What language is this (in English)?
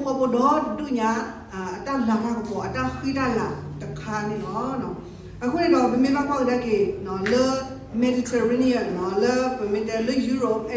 S'gaw Karen